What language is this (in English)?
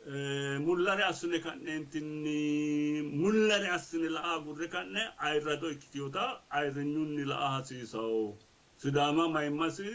Sidamo